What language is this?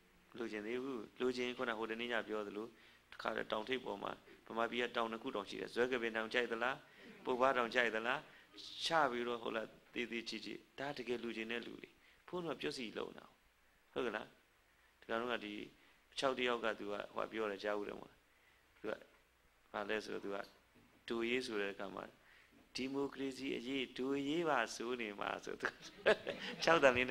Burmese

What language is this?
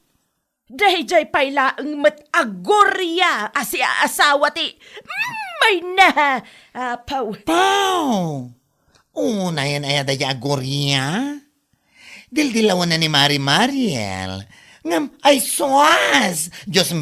Iloko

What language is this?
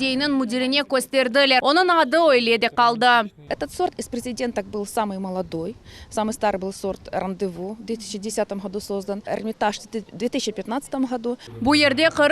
Crimean Tatar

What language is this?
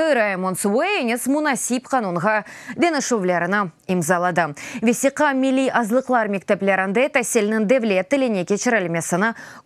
Crimean Tatar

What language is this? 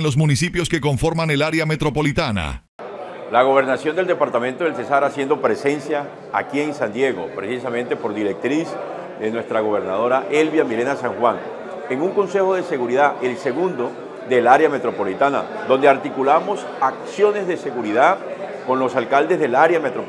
Spanish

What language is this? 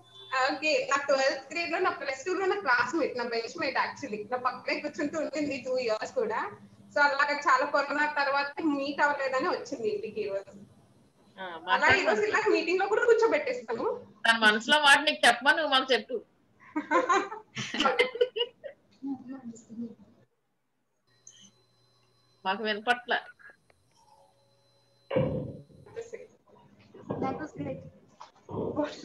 Telugu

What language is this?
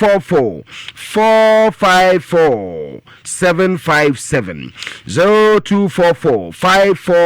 Akan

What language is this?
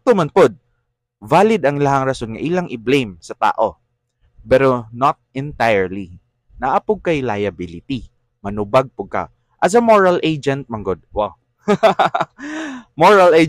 Cebuano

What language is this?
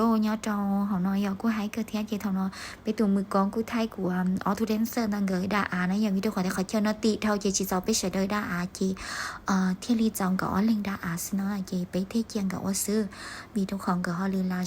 Hmong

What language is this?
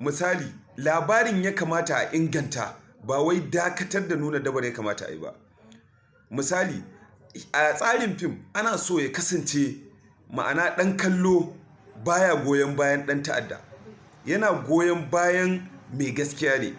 Hausa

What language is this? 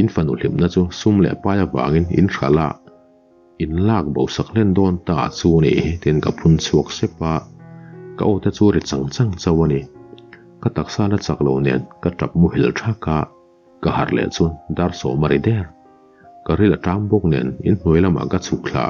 Mizo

